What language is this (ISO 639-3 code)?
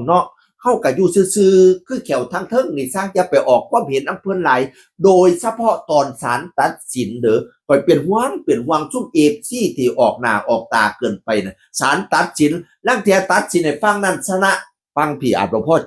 tts